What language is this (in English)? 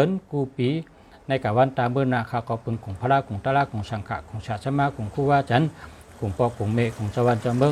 Shan